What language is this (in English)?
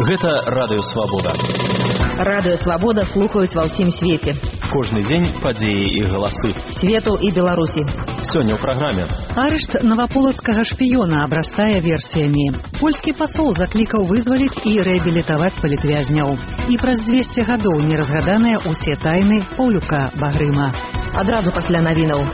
Belarusian